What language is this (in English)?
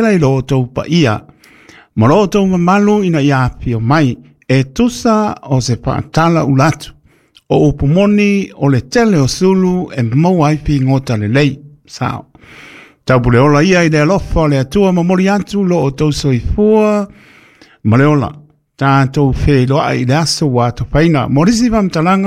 Samoan